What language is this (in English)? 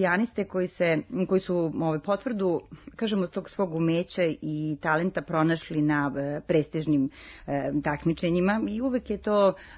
Serbian